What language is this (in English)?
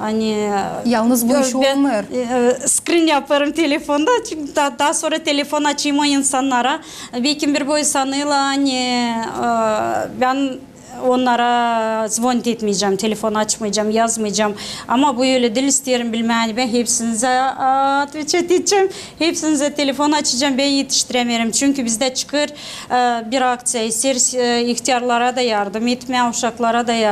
Gagauz